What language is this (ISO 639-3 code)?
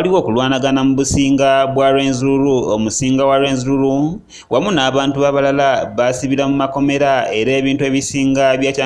lug